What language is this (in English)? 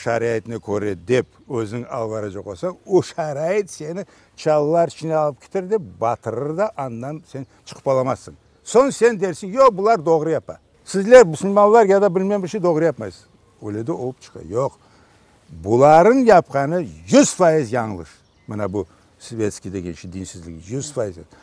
Crimean Tatar